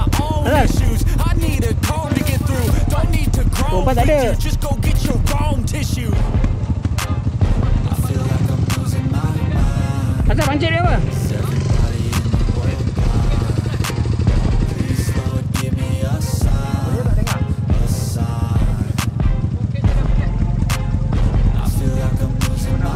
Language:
Malay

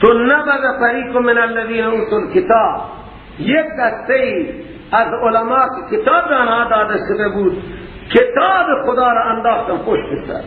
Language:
Persian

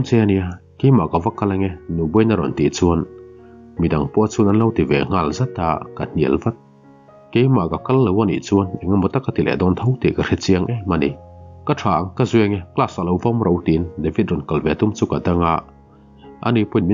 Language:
Mizo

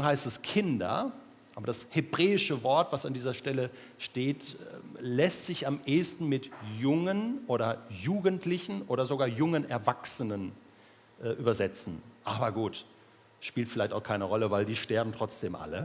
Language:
Swiss German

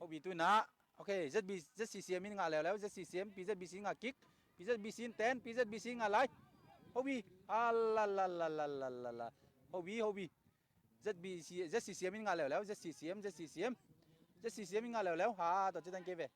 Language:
Tedim Chin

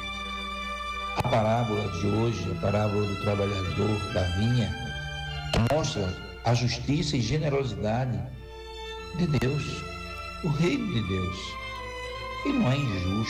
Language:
Portuguese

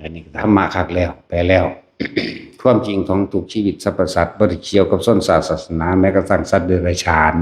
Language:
Northeastern Thai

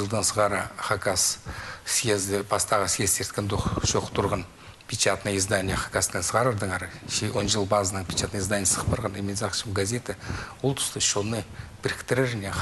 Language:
Khakas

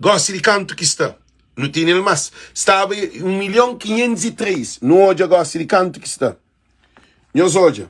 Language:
Kabuverdianu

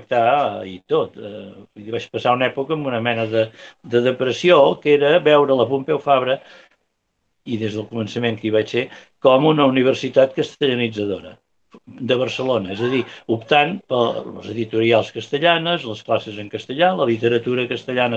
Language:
Catalan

